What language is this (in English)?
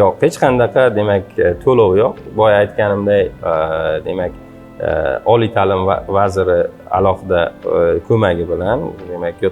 Uzbek